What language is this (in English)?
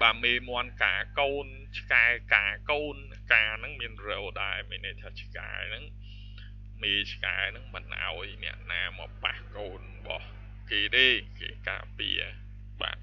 Khmer